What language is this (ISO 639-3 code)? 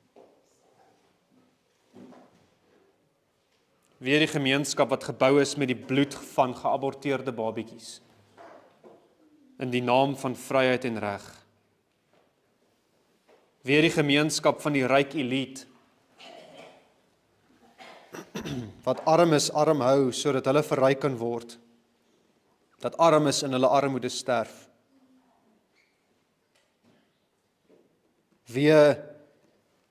afr